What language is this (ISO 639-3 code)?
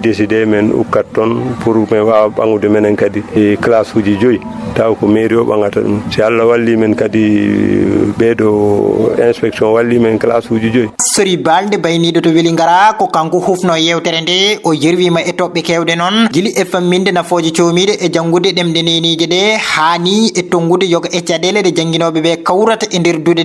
ful